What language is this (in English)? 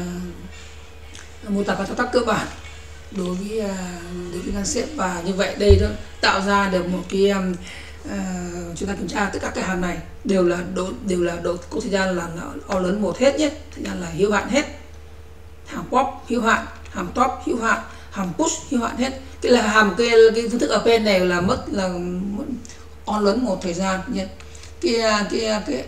Vietnamese